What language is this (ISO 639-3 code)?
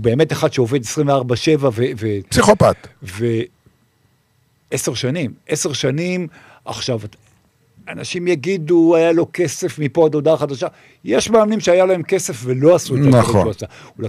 heb